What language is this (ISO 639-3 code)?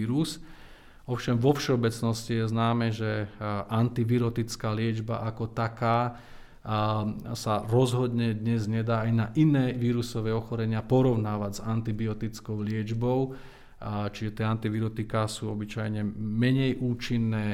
slk